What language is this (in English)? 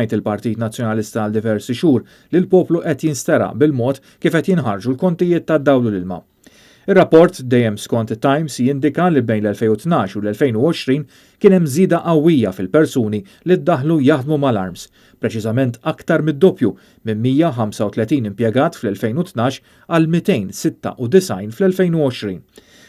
Maltese